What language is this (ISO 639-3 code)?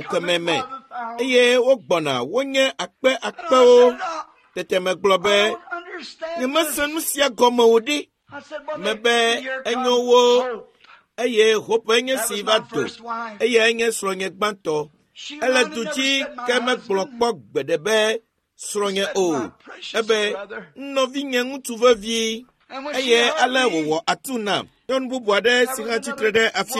ewe